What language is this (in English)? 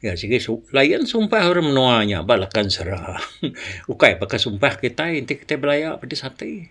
Iban